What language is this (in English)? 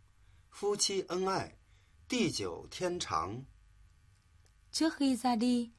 Vietnamese